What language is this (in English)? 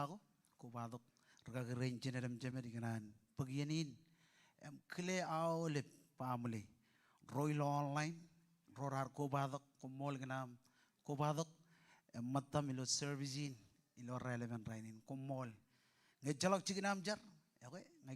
Marshallese